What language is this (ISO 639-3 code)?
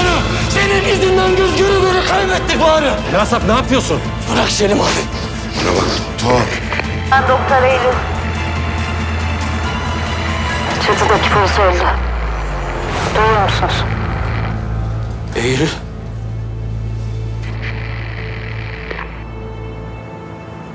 tur